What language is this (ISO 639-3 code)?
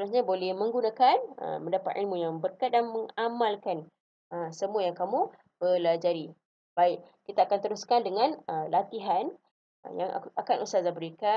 msa